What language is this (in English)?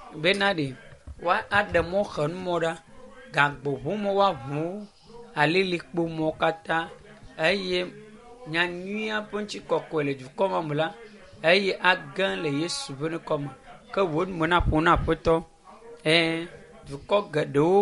Ewe